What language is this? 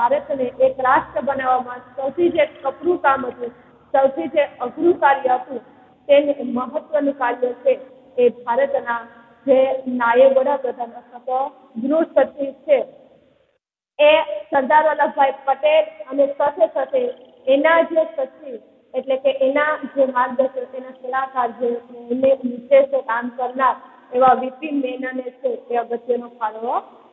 Gujarati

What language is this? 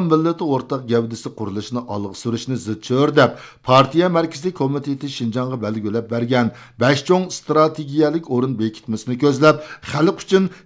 Uyghur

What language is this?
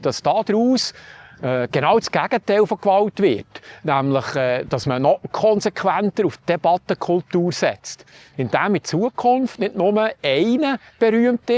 Swiss German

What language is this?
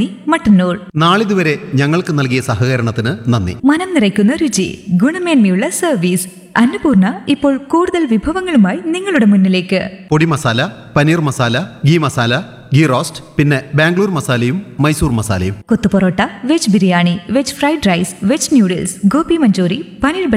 Malayalam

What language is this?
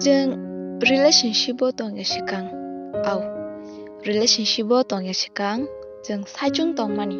Kok Borok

